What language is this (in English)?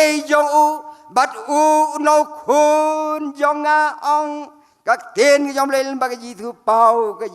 Khasi